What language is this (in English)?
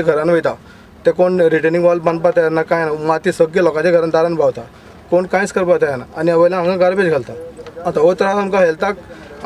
Konkani